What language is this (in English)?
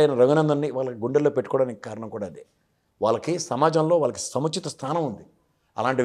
Telugu